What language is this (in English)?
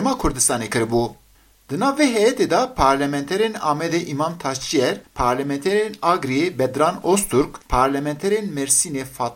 Kurdish